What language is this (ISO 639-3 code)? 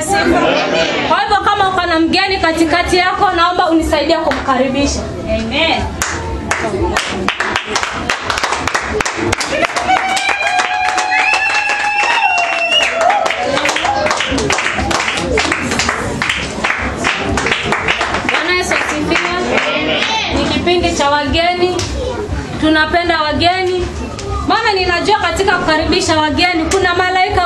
swa